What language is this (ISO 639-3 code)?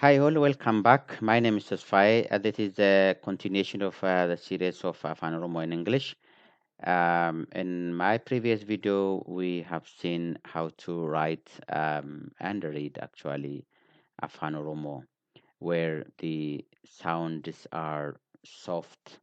eng